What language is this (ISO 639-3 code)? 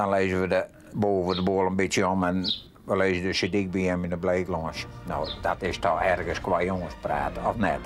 fry